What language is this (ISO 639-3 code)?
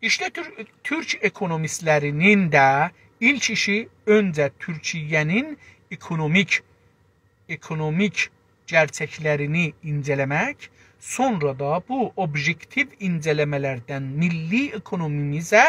azb